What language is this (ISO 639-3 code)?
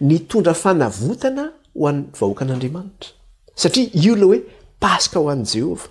mlg